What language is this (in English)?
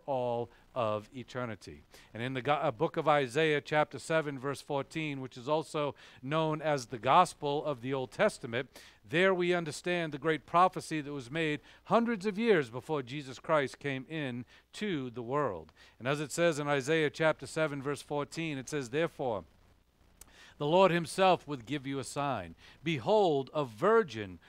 English